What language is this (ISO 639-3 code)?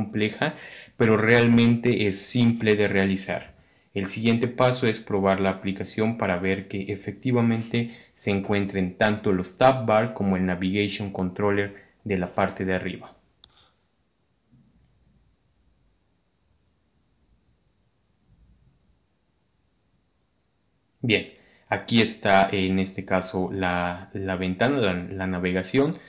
spa